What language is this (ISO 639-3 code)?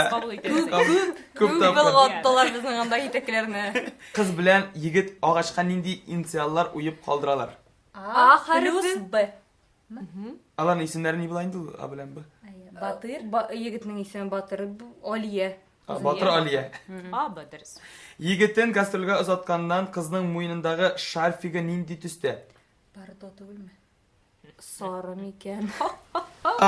tat